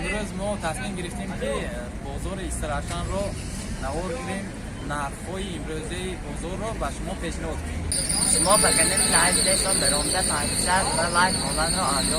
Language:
Tajik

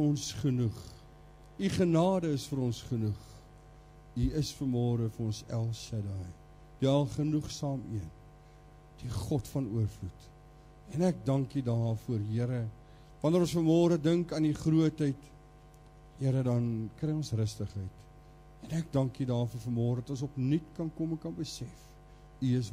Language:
Afrikaans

